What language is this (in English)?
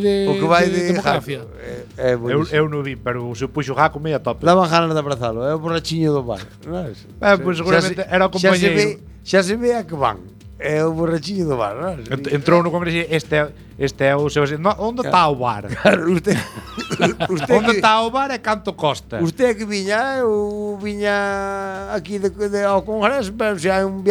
Galician